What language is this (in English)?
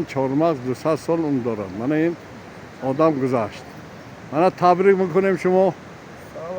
Tajik